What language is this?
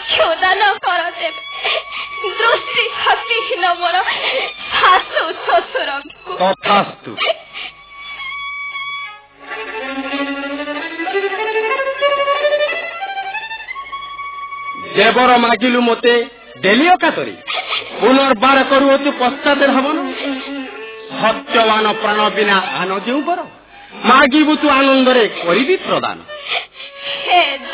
Odia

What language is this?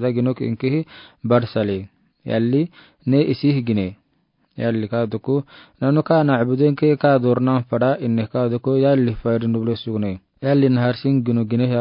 Afar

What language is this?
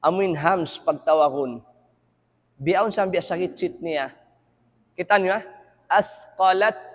Tausug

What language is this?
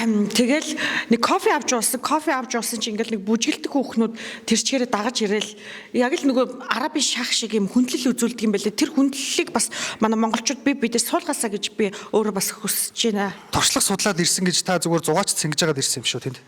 Mongolian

